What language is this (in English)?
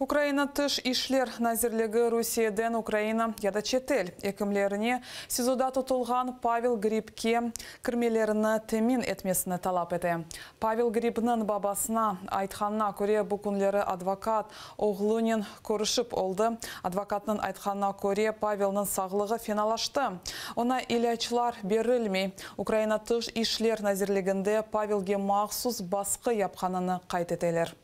Crimean Tatar